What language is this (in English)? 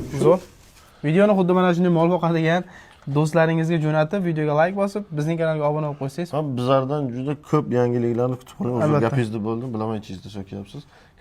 Uzbek